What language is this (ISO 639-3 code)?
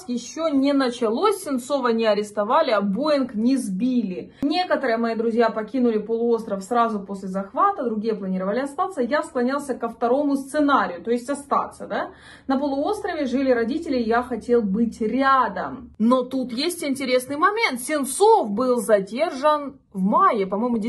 rus